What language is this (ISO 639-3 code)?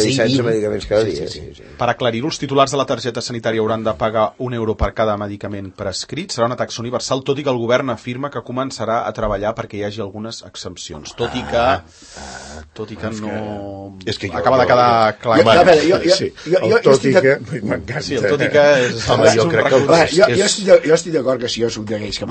cat